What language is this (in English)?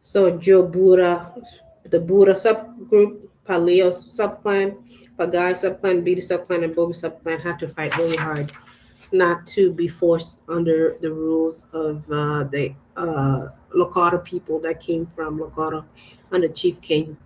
Acoli